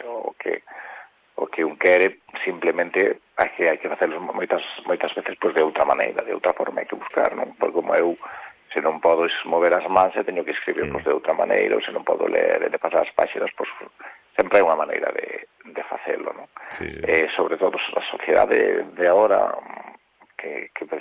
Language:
Galician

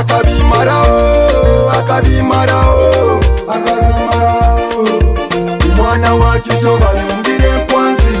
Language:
Nyoro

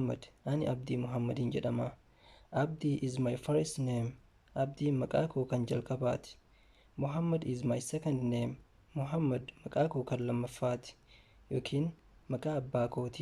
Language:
Oromo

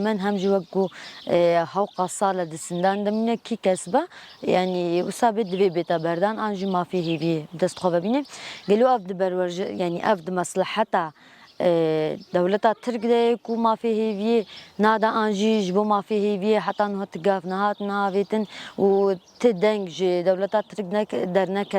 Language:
Kurdish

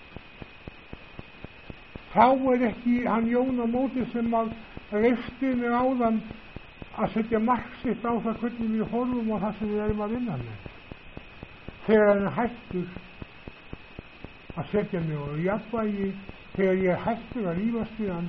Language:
Icelandic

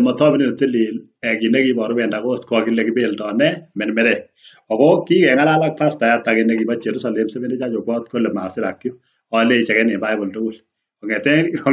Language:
Kalenjin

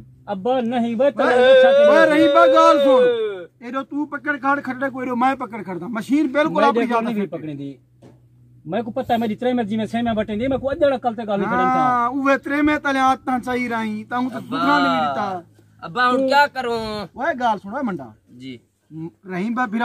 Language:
Saraiki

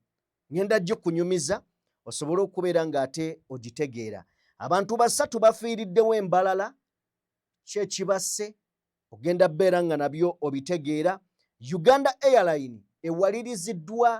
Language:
Ganda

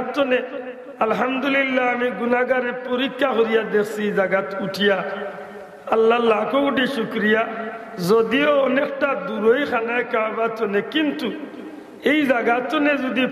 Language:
Sylheti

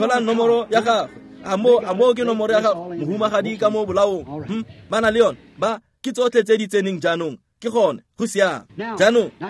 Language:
Tswana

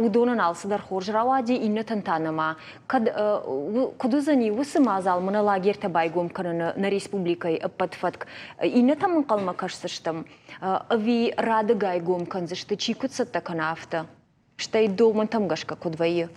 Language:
Ossetic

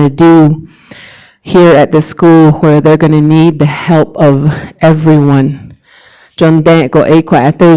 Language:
Navajo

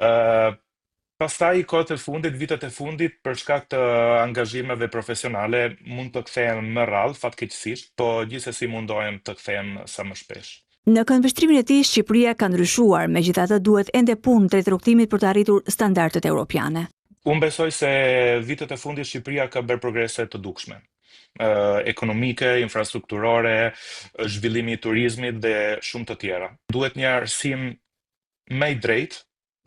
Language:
Albanian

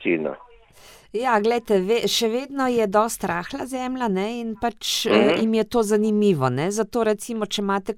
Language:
Slovenian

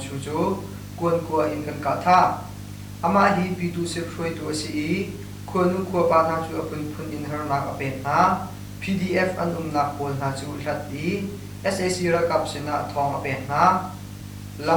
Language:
Hakha Chin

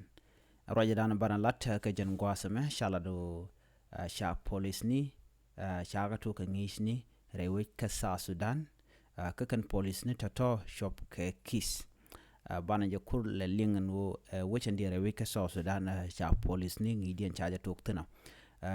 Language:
Nuer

